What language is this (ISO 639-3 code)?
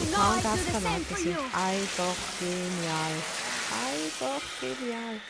gsw